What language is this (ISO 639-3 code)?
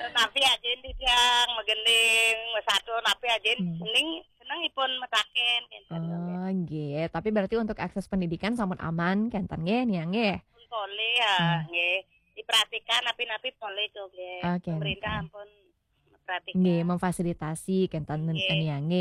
ban